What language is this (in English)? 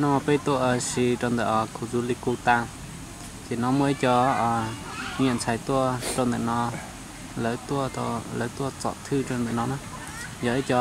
Hmong